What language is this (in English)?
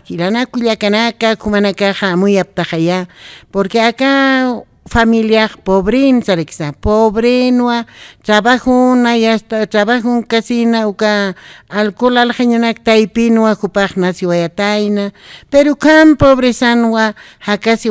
Aymara